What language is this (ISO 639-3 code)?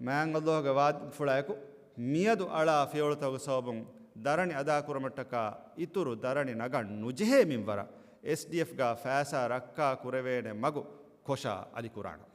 div